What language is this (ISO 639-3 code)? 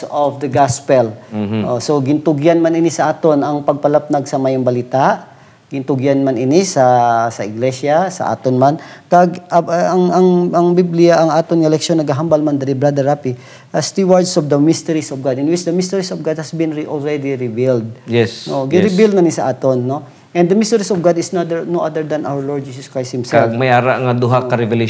hil